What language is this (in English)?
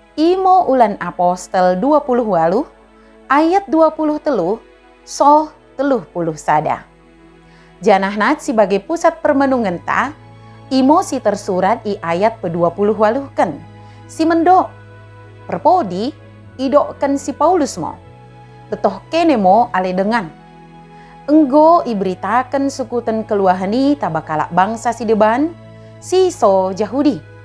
Batak Dairi